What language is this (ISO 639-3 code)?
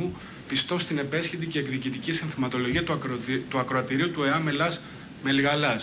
ell